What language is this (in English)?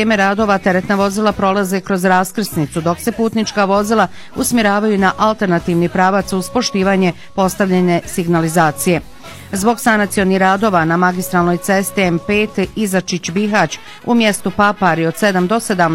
Bosnian